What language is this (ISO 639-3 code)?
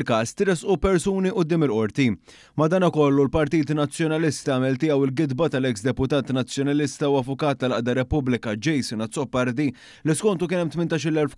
mlt